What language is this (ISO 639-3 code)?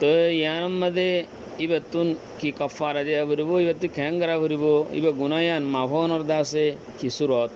rhg